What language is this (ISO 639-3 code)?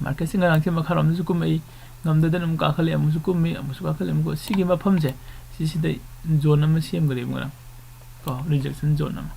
mni